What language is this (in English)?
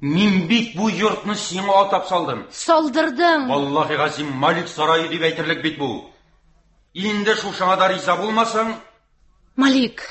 Tatar